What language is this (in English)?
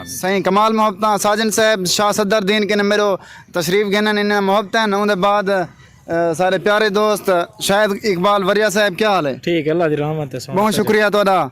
Saraiki